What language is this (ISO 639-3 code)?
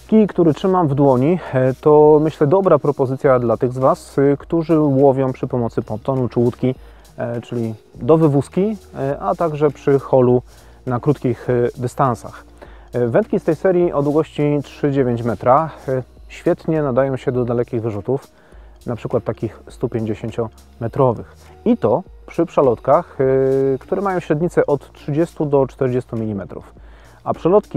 pol